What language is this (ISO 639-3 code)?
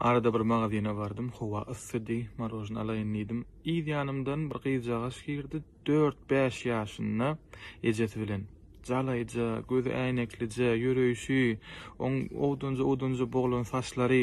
tuk